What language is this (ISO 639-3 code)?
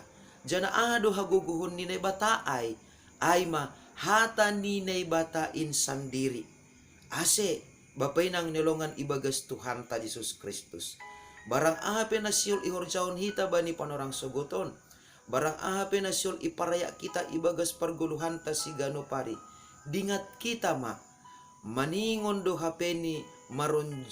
bts